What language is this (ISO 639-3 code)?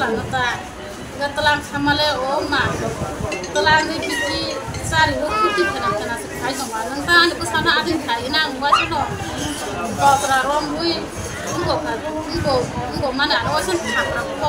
trp